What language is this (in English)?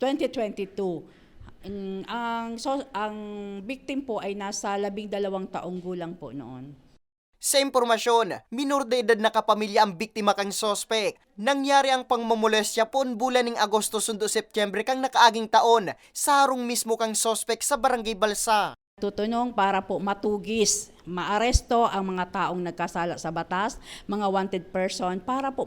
Bikol